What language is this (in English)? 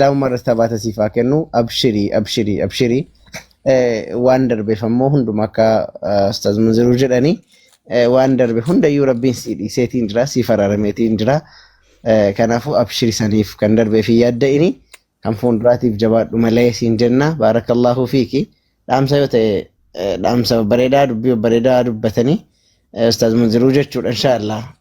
Oromo